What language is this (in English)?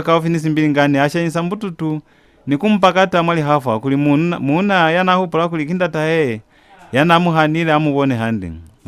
Lozi